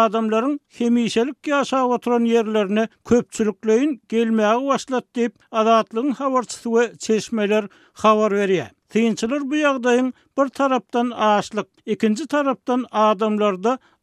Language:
Turkmen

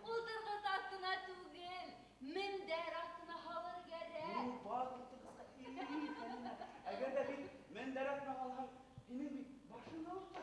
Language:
Bashkir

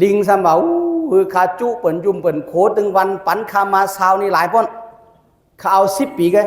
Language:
Shan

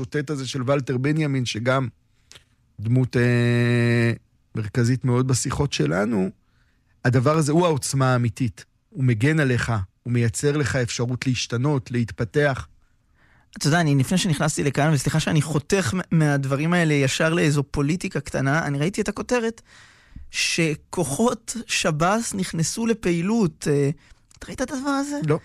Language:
Hebrew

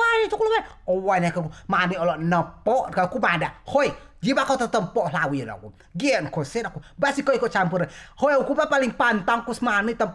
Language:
Rejang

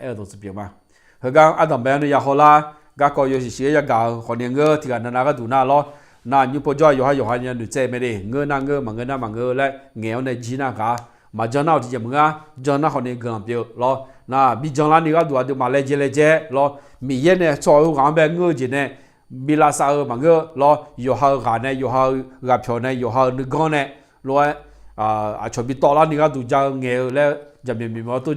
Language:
Akha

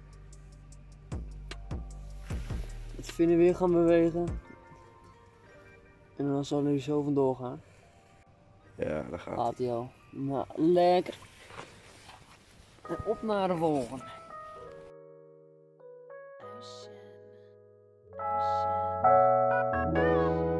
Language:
Dutch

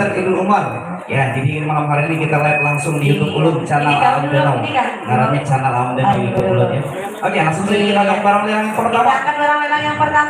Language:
Banjar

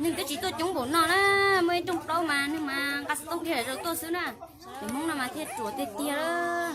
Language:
Hmong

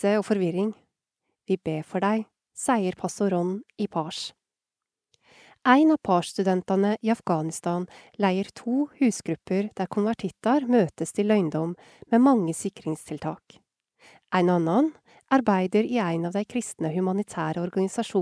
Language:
Norwegian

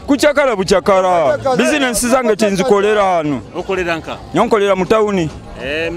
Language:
Nyoro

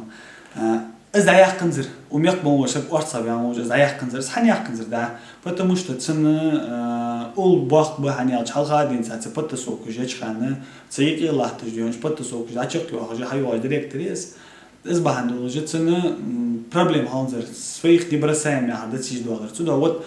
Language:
Ingush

